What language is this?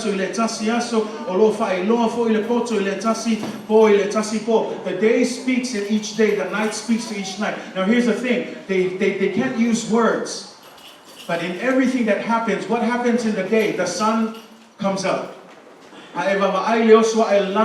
Samoan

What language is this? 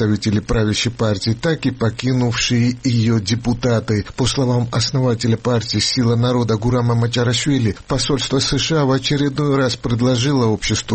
Russian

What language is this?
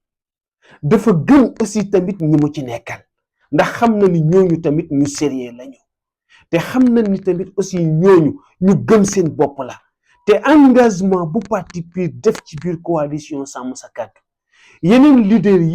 Wolof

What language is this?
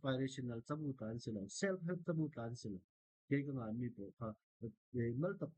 Falam Chin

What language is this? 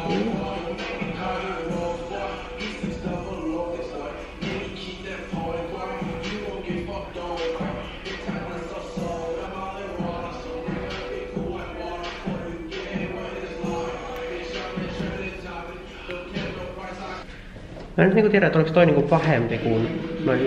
Finnish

